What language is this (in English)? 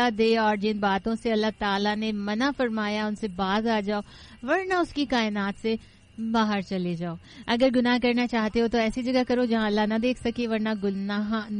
Urdu